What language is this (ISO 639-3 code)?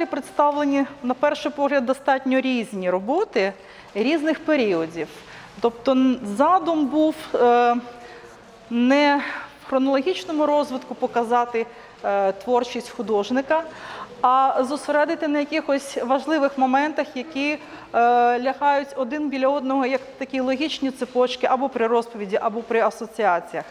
ukr